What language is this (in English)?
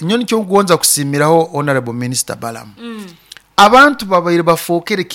Nyoro